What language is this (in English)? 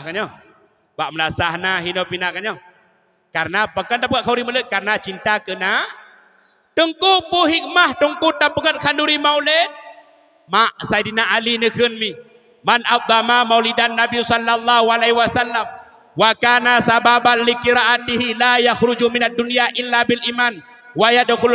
Achinese